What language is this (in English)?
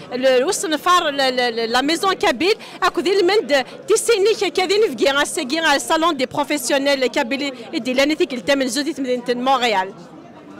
Kabyle